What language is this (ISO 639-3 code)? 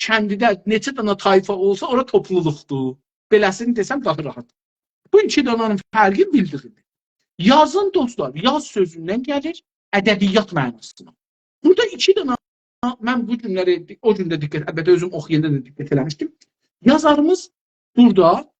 azb